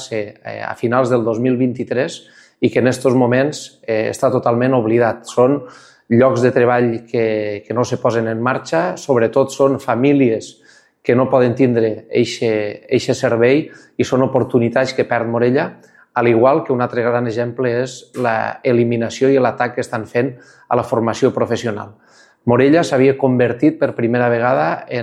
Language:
Catalan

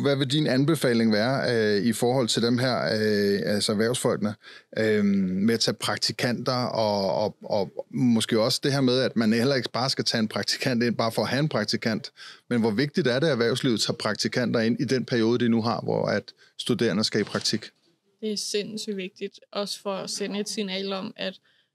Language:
Danish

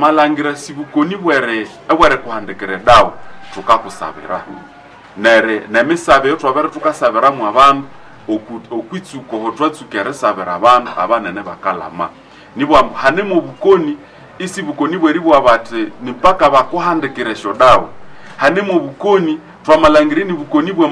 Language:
Nande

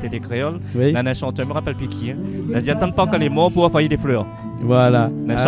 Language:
Réunion Creole French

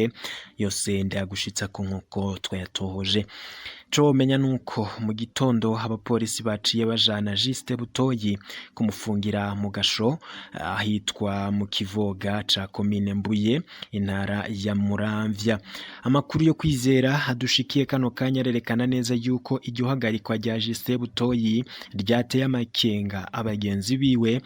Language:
Rundi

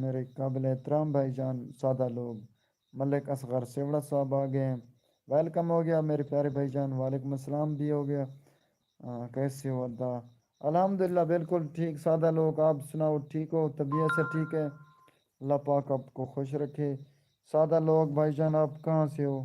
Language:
Saraiki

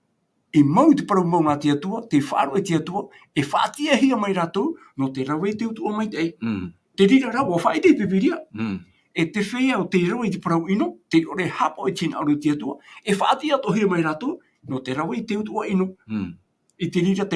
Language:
Tahitian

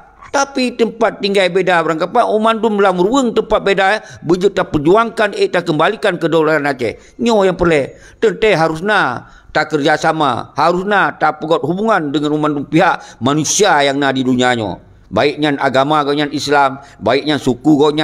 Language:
Achinese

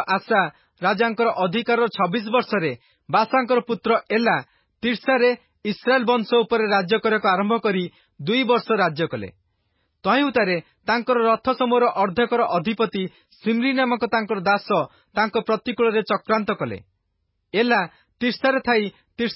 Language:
Odia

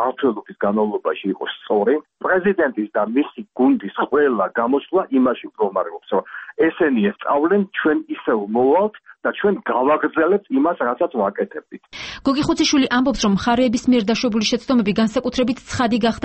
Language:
Georgian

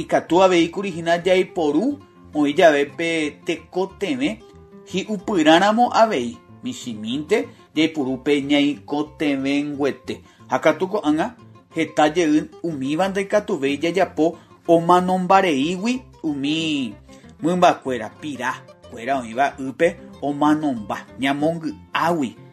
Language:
Guarani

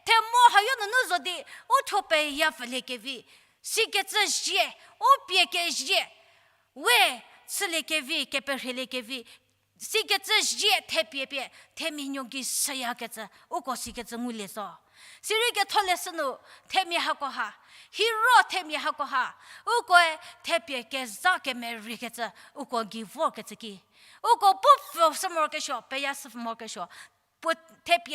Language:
Angami Naga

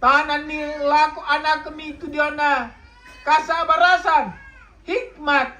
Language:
Toraja-Sa'dan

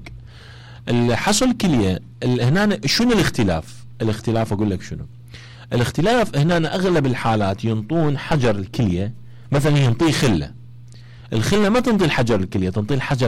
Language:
Mesopotamian Arabic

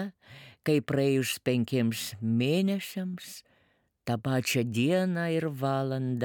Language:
Lithuanian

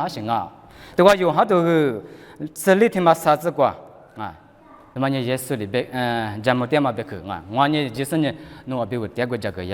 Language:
Lisu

